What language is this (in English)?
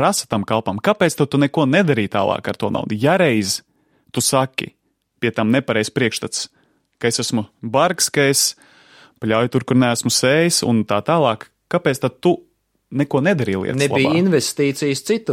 Latvian